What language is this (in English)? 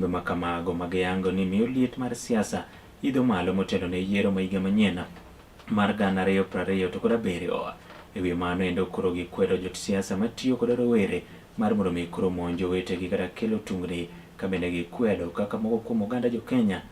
Luo (Kenya and Tanzania)